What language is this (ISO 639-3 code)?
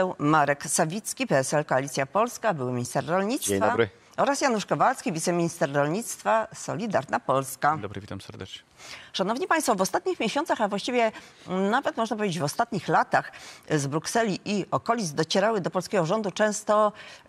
pol